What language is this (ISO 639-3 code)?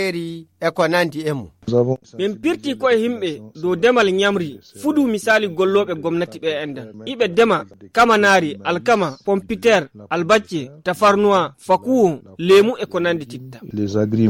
ful